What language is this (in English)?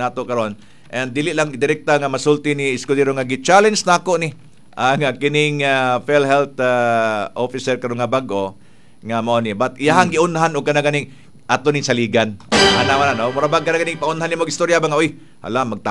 Cebuano